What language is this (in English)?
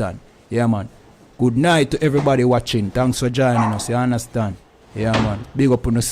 Jamaican Creole English